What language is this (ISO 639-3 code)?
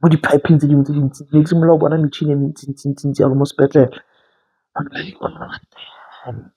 tsn